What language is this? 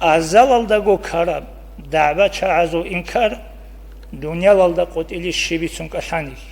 Avaric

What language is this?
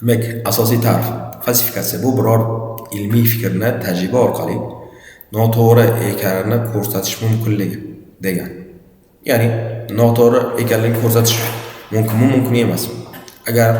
Uzbek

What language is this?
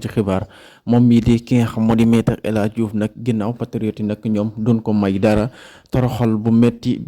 Wolof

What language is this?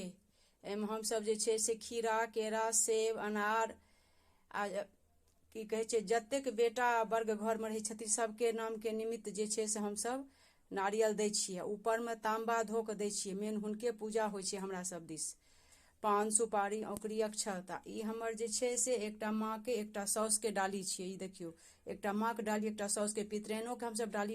Maithili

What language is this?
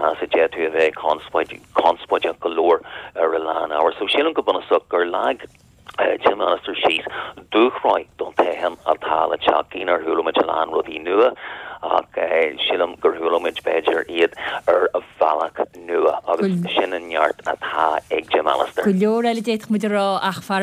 Irish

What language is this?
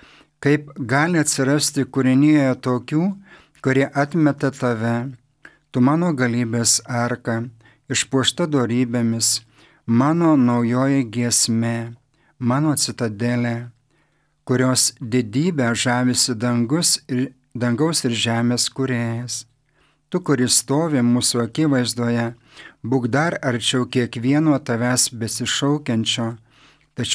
Lithuanian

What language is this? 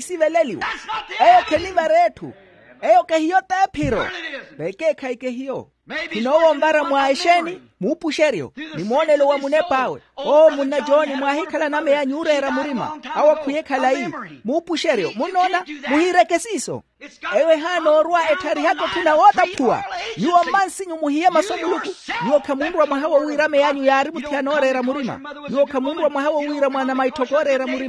Makhuwa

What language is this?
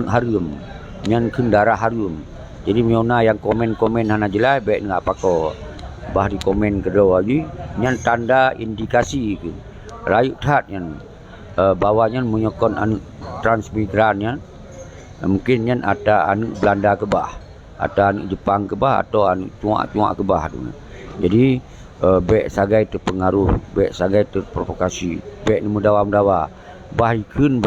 Achinese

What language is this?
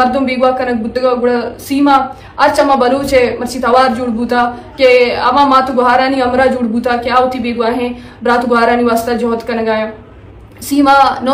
Baluchi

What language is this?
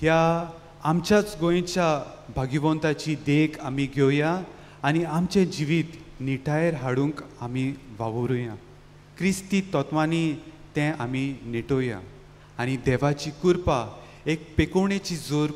Konkani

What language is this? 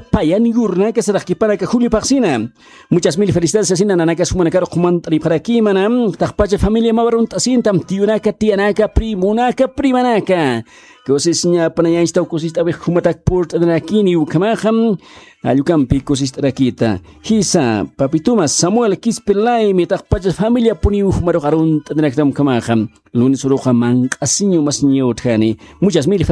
Aymara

